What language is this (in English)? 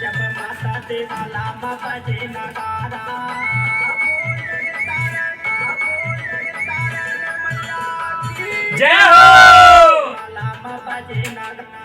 Chhattisgarhi